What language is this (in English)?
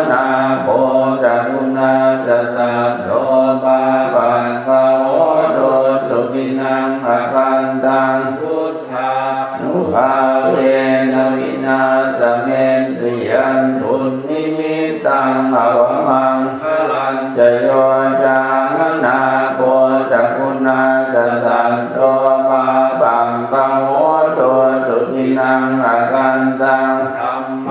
Pali